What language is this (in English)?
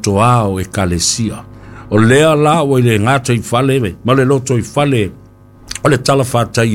Samoan